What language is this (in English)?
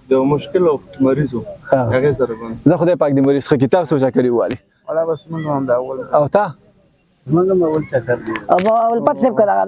Pashto